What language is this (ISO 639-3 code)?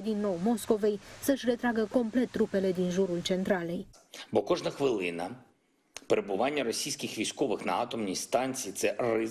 ron